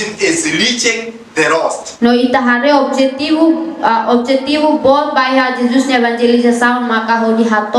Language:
Tetum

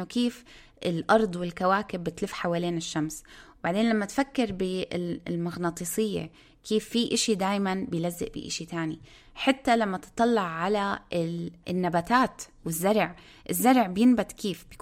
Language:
North Levantine Arabic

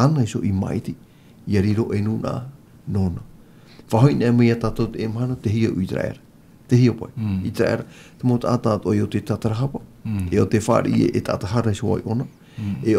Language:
Tahitian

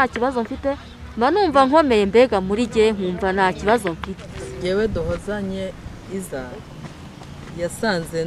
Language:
Kinyarwanda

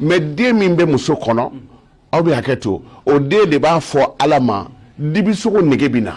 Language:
Bambara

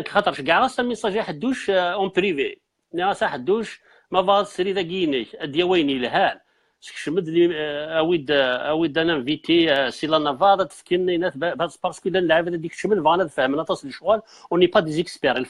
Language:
Kabyle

